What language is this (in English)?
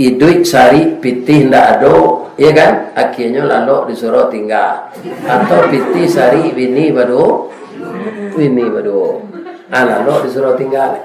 Minangkabau